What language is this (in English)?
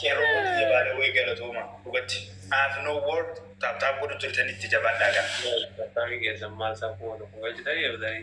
Oromo